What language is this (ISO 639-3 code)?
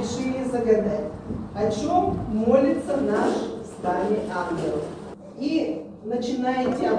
rus